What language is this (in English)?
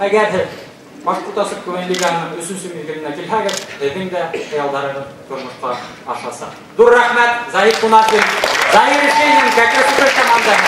Bashkir